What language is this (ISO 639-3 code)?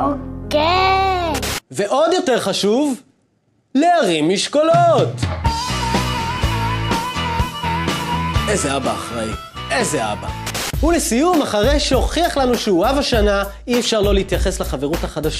heb